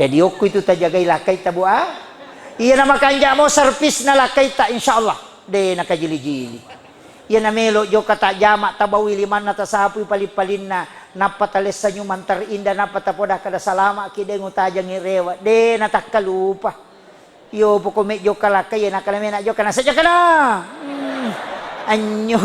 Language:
Buginese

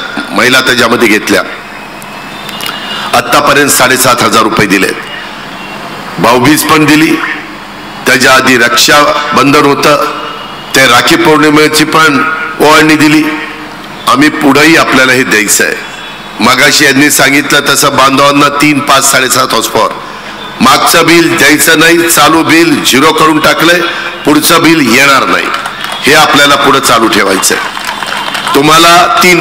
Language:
Marathi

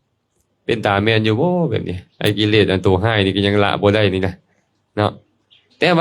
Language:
Lao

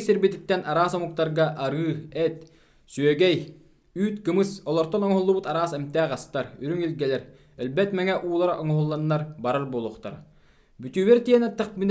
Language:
Yakut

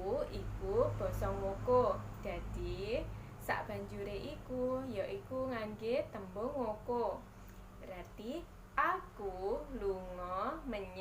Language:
Javanese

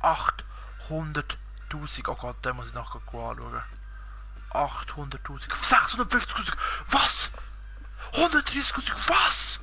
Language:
Swiss German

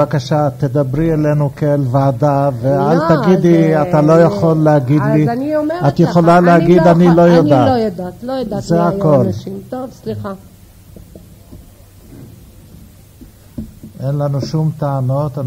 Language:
Hebrew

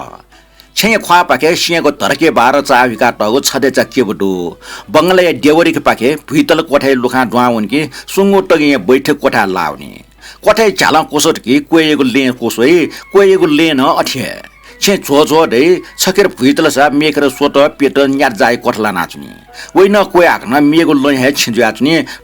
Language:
Newari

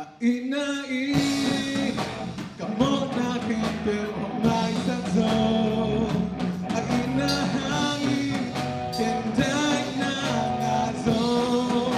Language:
Tedim Chin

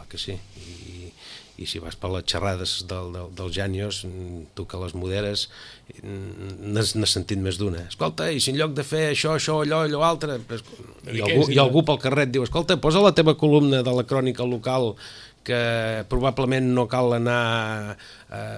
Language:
Catalan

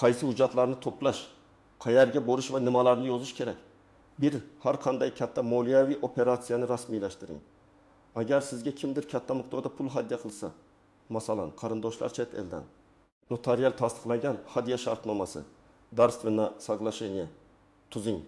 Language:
Uzbek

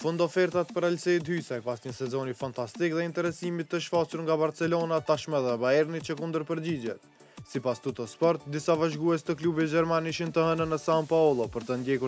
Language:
Albanian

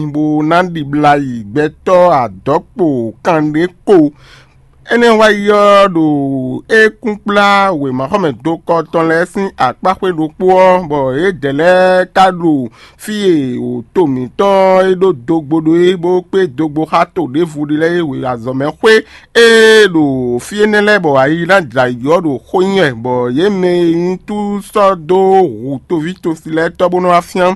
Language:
Fon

